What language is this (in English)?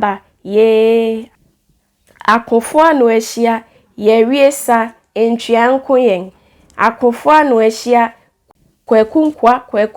Akan